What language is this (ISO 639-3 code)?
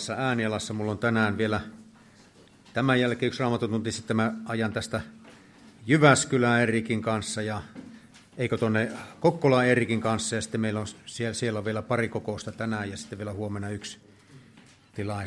fin